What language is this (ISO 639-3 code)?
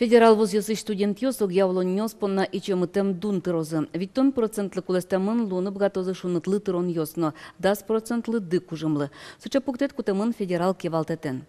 udm